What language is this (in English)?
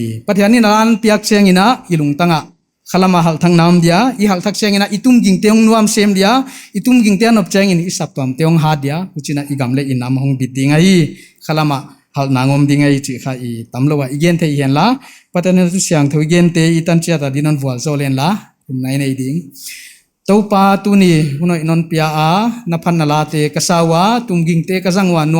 Paite Chin